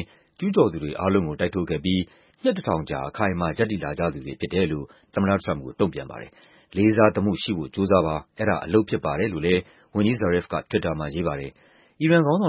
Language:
Burmese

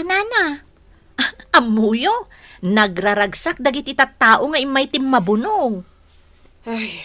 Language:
Iloko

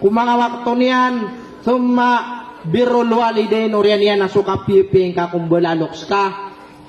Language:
Maranao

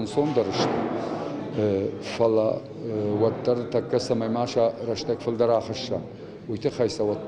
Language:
Ossetic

